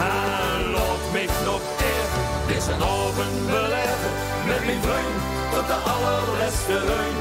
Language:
Limburgish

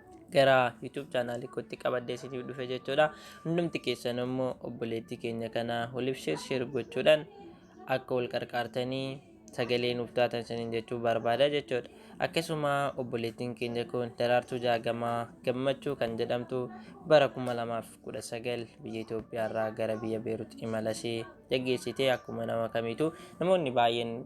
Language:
Oromo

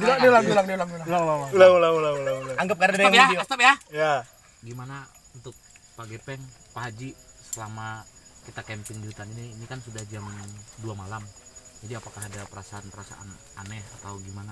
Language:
Banjar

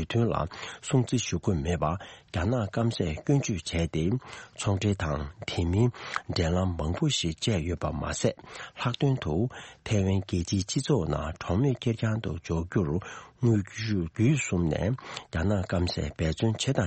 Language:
Tibetan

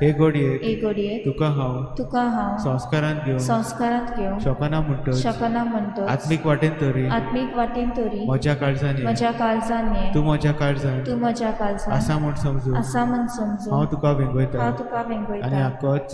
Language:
Konkani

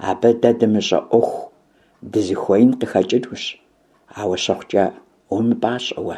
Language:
Kabardian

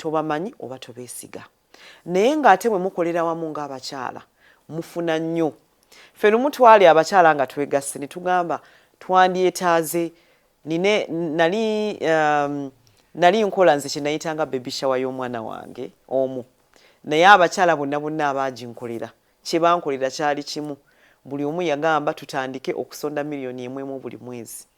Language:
Ganda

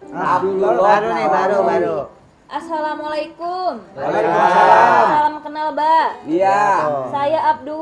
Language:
Betawi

